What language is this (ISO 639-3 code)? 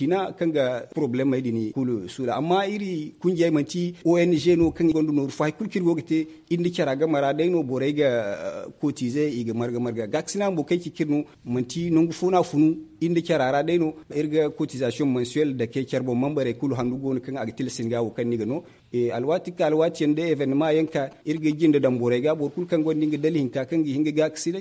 dje